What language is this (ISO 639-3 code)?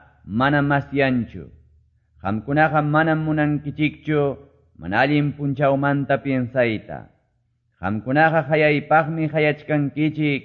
que